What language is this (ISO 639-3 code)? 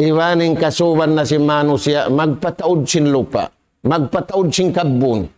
tsg